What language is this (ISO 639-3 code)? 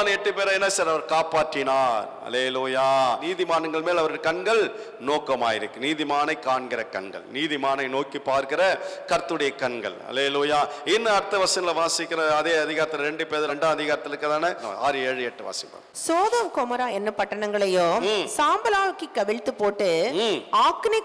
tam